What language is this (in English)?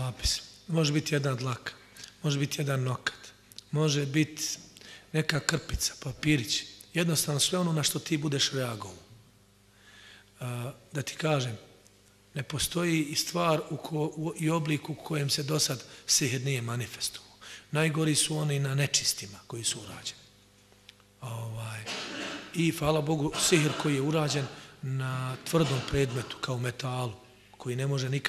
Bosnian